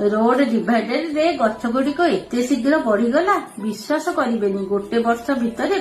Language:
Odia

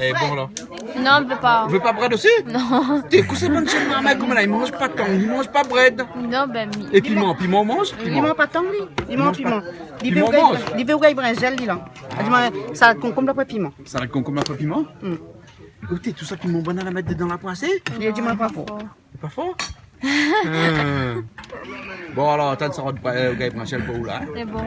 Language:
Réunion Creole French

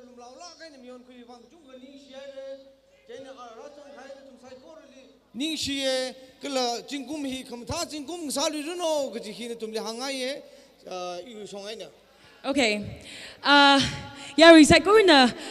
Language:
Tangkhul Naga (India)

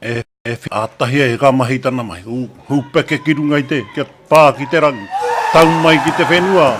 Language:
Māori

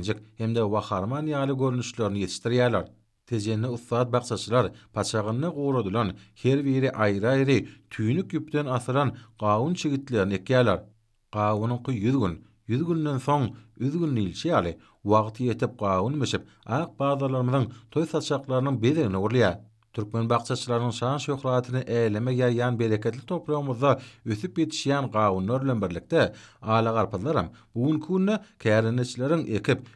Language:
Turkmen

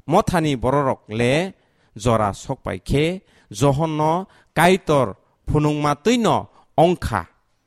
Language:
Kok Borok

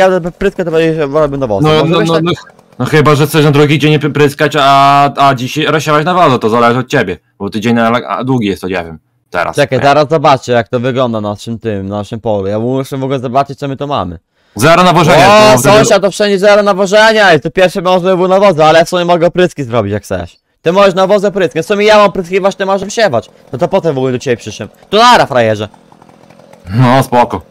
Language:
Polish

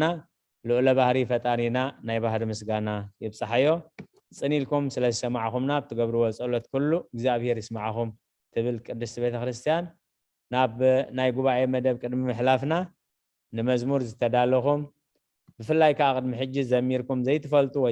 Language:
Tigrinya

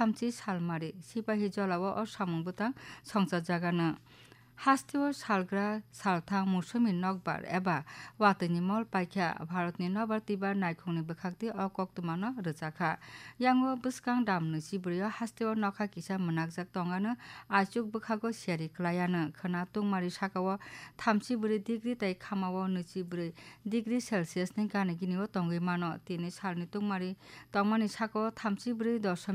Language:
Kok Borok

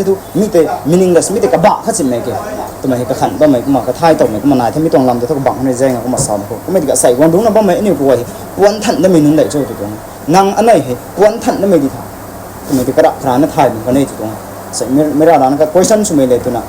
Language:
Rongmei Naga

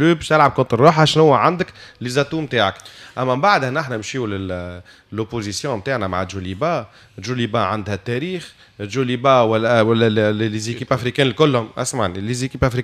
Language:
Tunisian Arabic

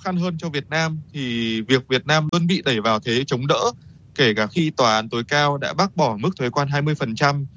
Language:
Vietnamese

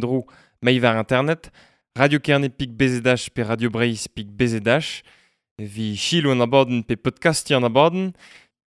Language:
Breton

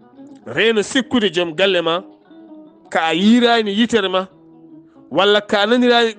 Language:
Fula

